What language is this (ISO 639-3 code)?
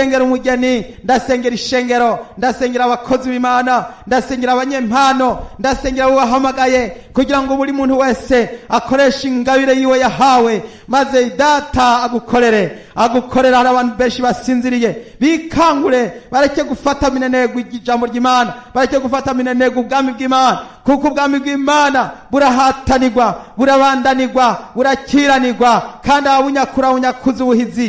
run